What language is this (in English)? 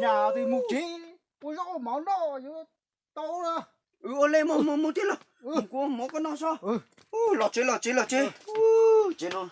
Hmong